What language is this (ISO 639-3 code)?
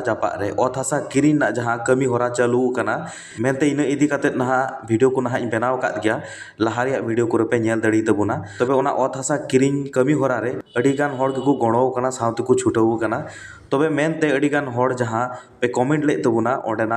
sat